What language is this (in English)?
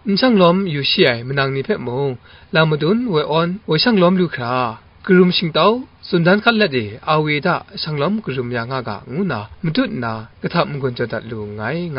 Kachin